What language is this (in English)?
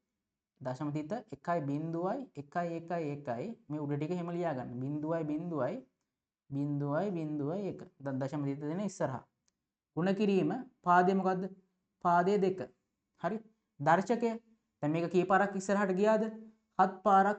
Sinhala